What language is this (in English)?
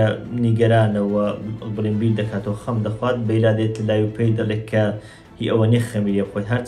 Central Kurdish